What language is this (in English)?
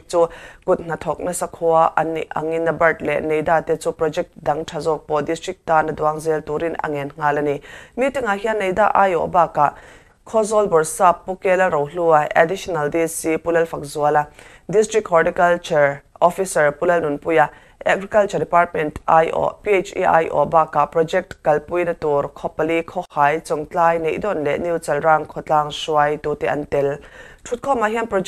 Mizo